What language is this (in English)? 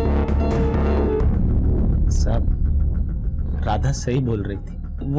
Hindi